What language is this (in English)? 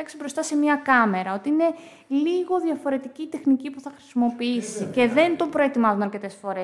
Greek